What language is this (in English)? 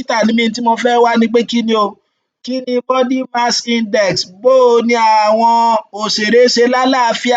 Yoruba